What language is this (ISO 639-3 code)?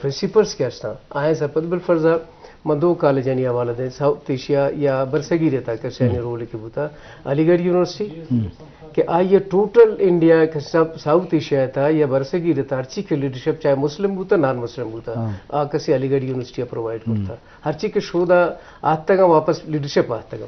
bgp